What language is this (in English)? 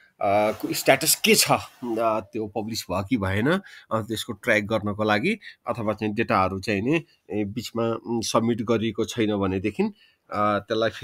Nepali